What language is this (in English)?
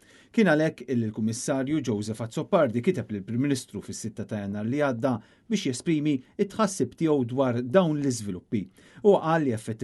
Maltese